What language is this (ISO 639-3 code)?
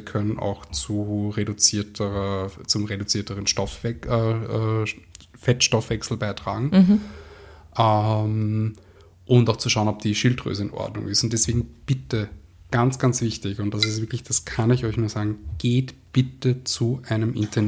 deu